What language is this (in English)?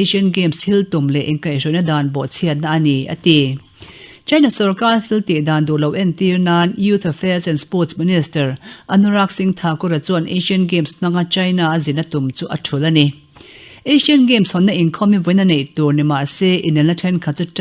Mizo